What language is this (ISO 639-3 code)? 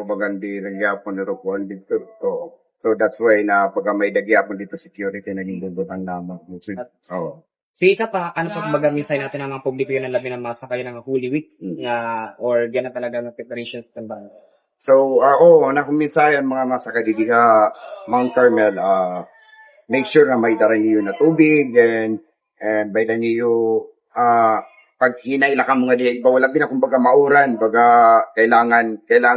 war